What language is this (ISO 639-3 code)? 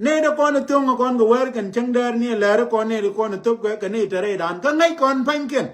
nus